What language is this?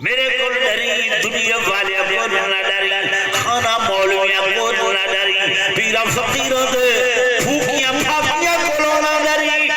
Saraiki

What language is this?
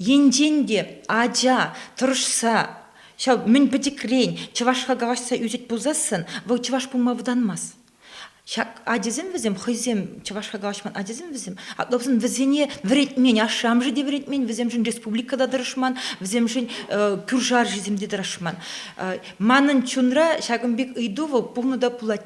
Chuvash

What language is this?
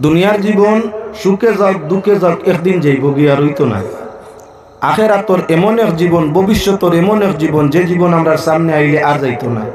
Sylheti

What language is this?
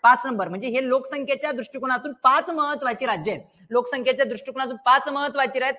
Marathi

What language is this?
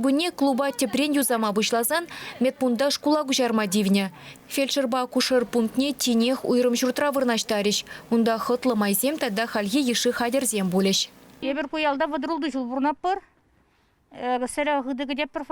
Chuvash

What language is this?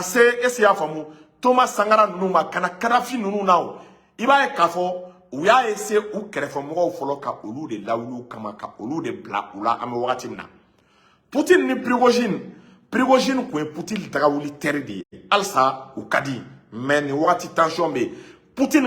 Bambara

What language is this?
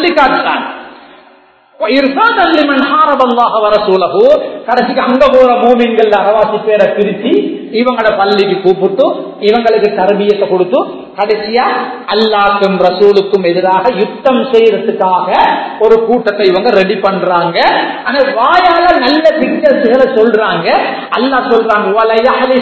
Tamil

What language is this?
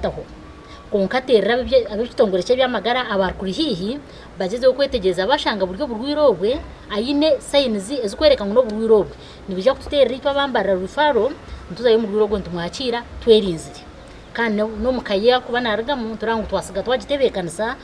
Nyankole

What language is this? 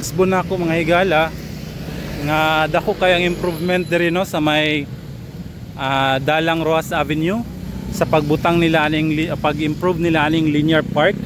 Cebuano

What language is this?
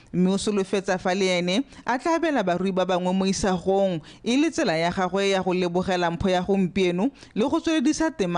Tswana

